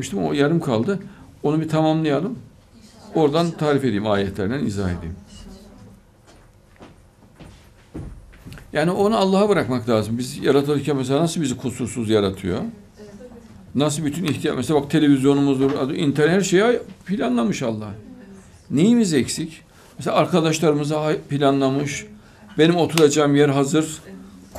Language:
Turkish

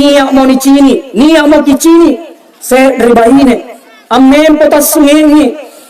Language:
Makasar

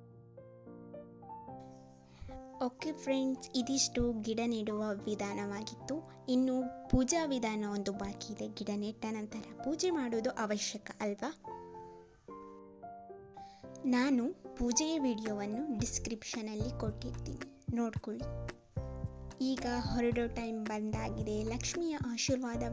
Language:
Kannada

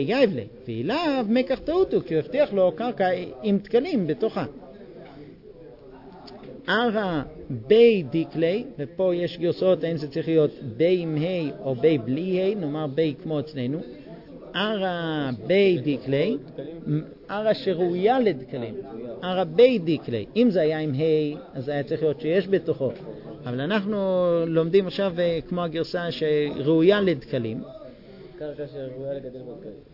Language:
Hebrew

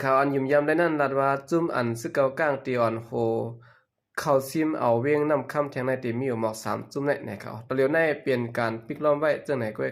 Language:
Shan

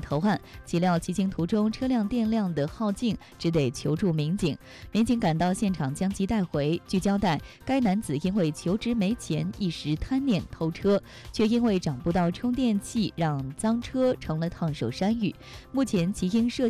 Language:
Chinese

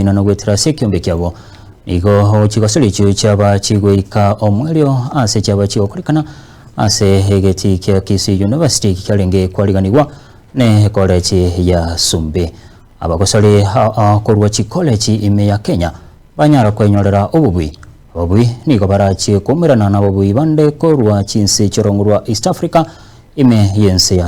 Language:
Gusii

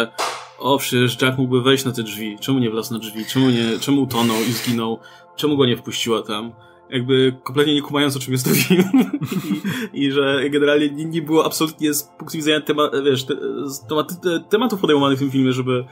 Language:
Polish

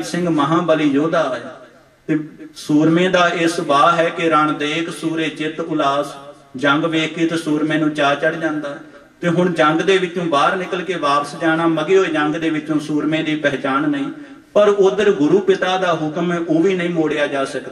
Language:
Punjabi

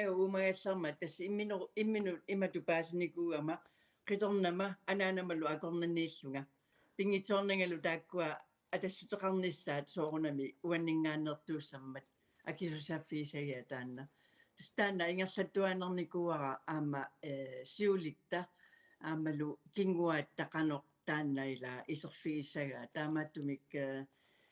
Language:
Kalaallisut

